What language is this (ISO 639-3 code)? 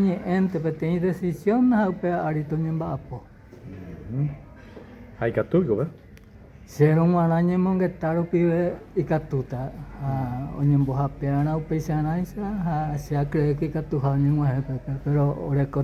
grn